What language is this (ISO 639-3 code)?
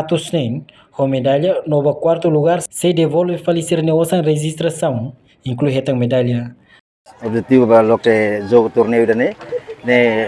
tet